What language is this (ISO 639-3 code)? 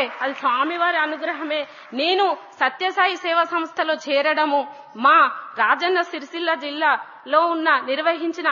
tel